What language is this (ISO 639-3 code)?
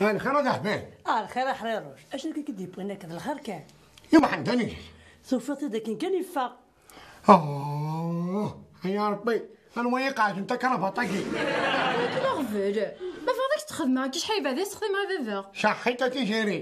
kab